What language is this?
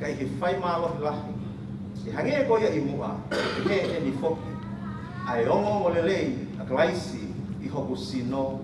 Tongan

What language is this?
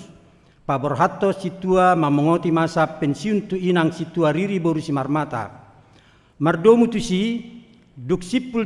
Batak Toba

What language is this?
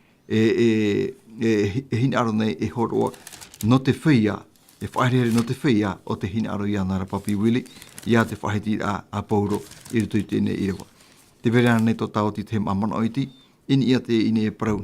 Tahitian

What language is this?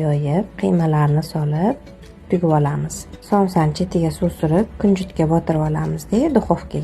Uzbek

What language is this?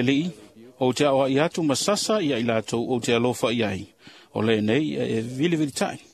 Samoan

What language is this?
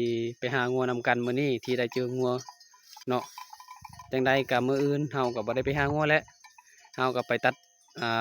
Lao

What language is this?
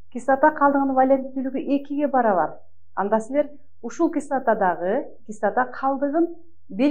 Kyrgyz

